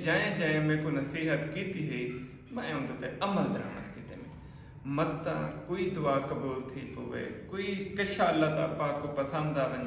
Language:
Saraiki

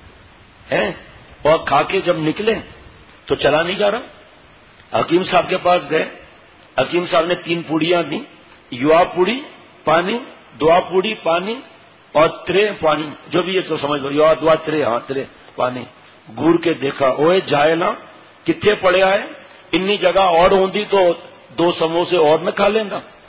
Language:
Urdu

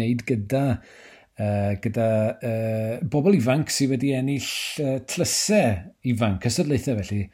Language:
Welsh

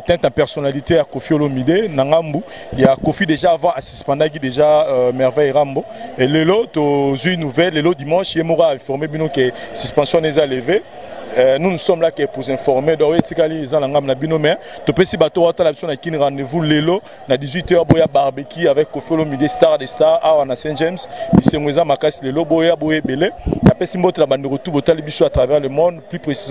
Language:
Lingala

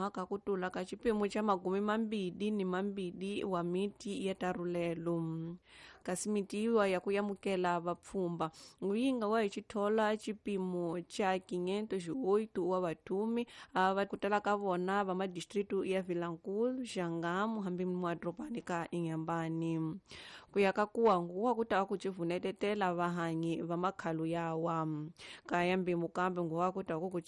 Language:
Tsonga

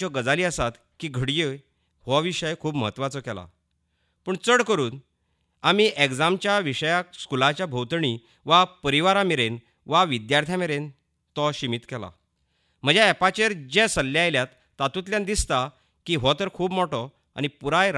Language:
Konkani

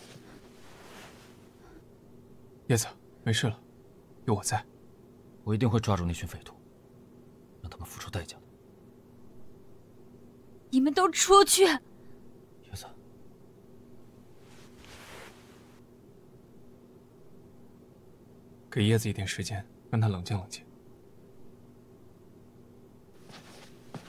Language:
Chinese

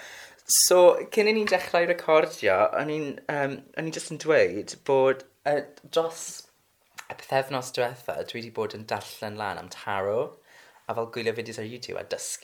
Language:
Welsh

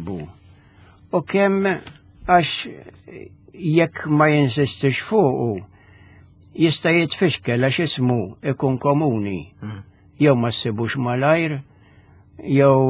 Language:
Maltese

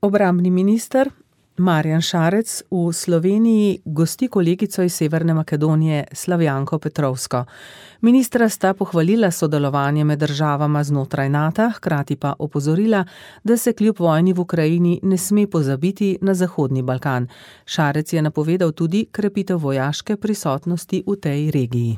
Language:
Slovenian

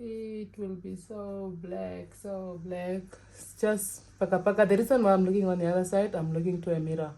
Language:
Herero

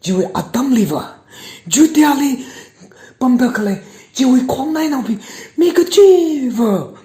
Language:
Tangkhul Naga (India)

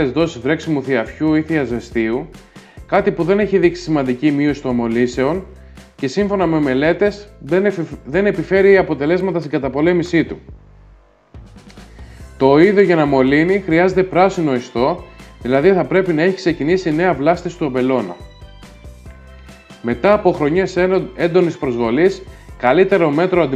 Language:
Greek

